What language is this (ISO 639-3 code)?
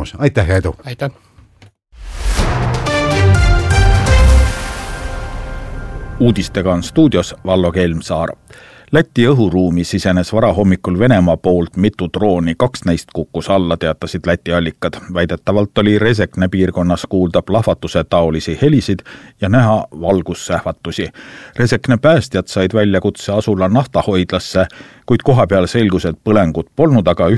est